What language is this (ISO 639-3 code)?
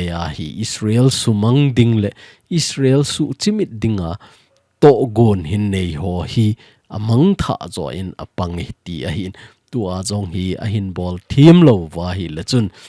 tcz